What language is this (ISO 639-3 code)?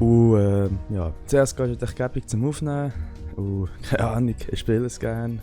gsw